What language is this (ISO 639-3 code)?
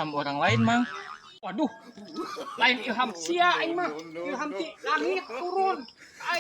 sun